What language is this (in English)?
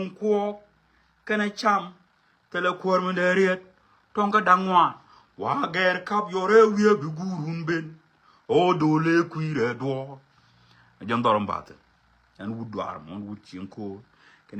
Nuer